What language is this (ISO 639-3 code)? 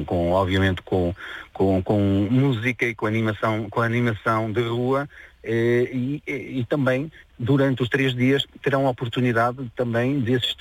por